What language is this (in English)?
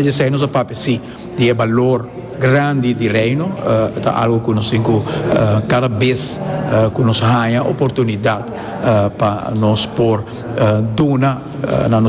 Papiamento